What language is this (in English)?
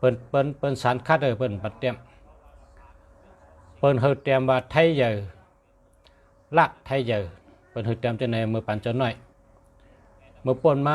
Shan